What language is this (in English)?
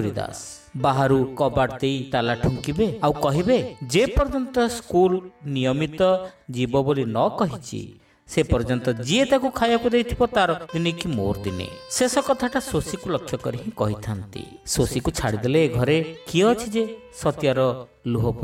Odia